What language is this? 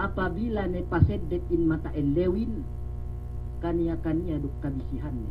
Yakan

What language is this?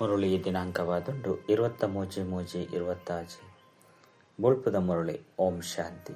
Tulu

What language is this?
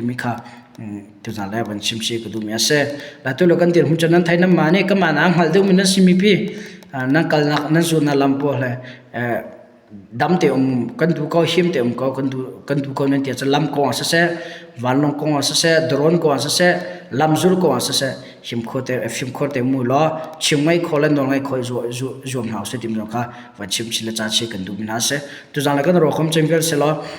Hakha Chin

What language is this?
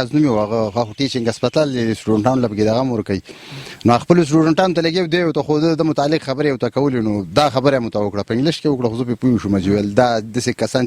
Pashto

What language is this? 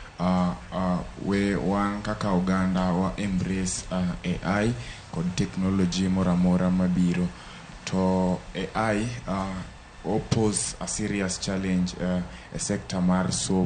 Luo (Kenya and Tanzania)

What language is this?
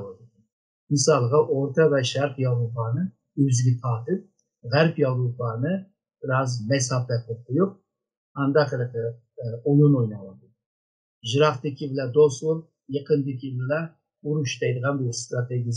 Uyghur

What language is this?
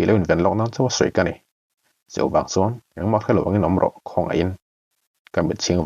Mizo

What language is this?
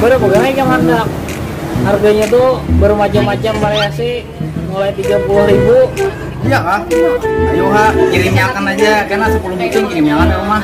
Banjar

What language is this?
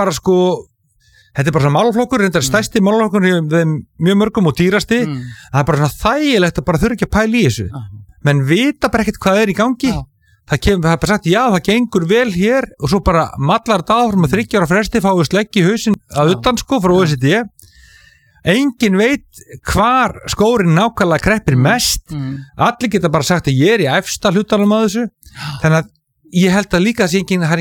Icelandic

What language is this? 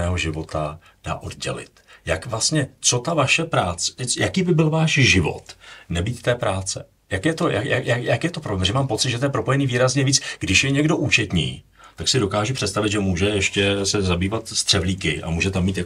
Czech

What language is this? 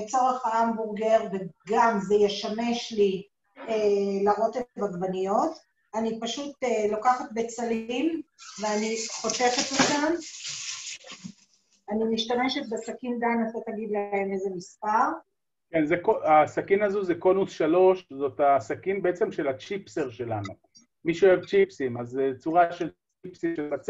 Hebrew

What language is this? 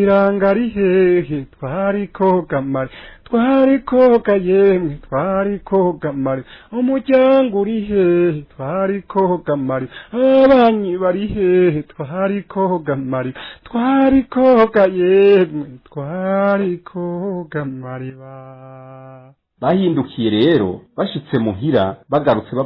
Rundi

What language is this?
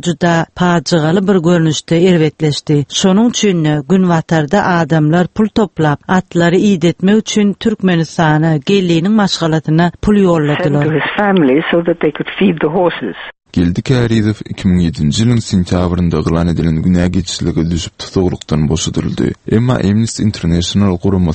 Turkmen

